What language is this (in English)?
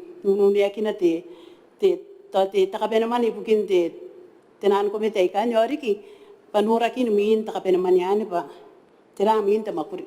Gilbertese